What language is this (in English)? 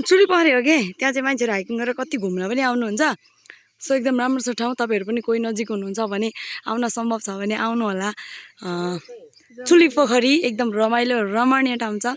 Nepali